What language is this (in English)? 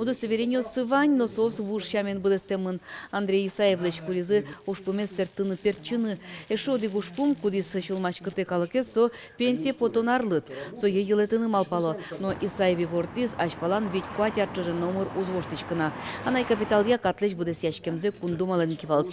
Udmurt